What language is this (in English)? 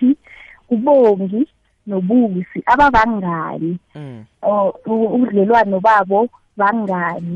South Ndebele